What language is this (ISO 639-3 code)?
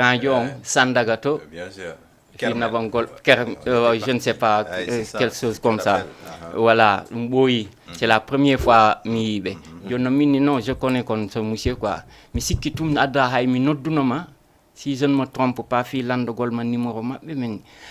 ful